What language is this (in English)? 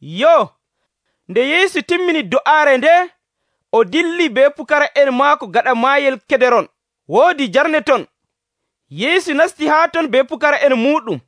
Nigerian Fulfulde